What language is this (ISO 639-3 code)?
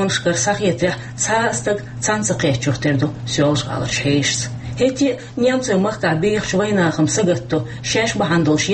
che